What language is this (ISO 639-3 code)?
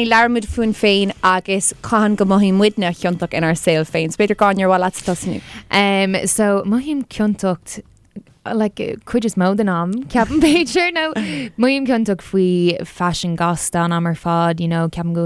gle